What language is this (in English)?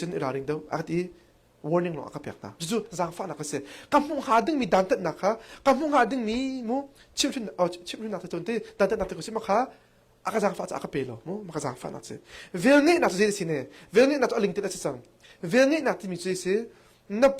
Hakha Chin